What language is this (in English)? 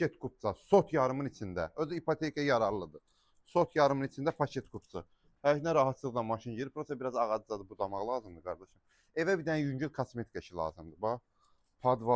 Azerbaijani